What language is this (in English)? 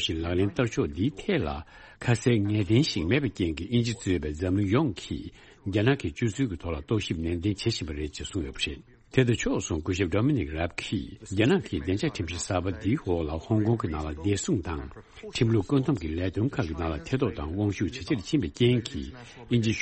Tibetan